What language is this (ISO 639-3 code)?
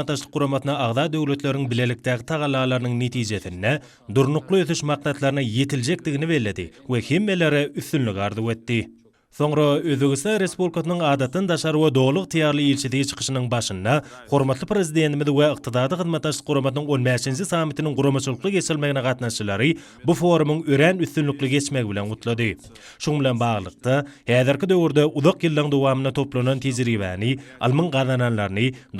tuk